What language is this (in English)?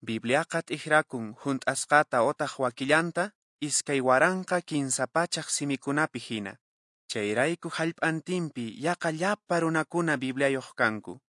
Quechua